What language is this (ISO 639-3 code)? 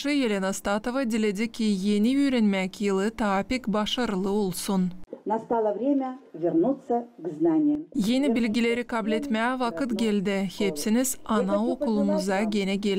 gag